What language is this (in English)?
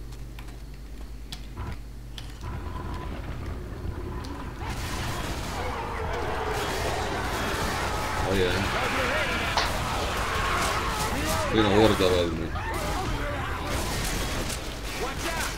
Hungarian